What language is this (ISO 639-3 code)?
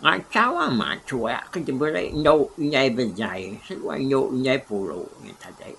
iba